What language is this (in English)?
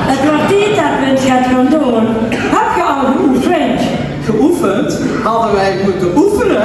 Limburgish